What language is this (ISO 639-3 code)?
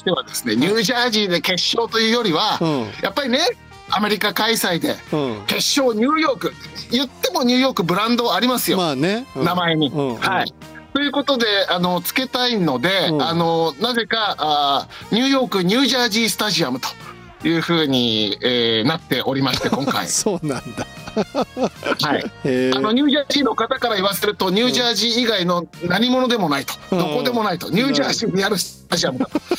jpn